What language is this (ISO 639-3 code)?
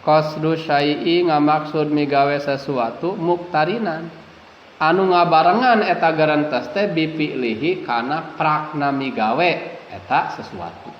sun